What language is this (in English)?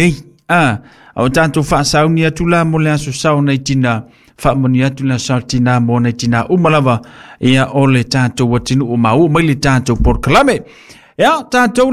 Samoan